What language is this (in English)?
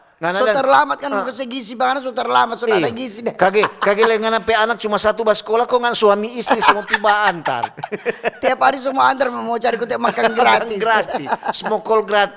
Manado Malay